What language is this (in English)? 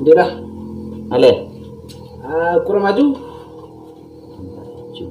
Minangkabau